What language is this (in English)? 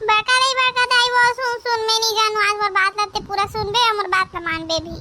Chhattisgarhi